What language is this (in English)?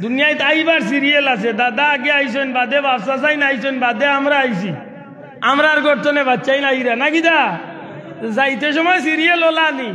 Sylheti